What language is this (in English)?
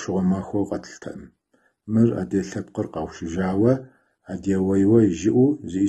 Kabardian